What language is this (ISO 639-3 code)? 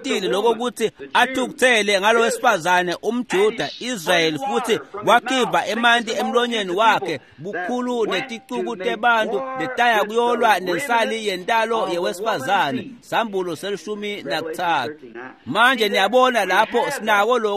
ssw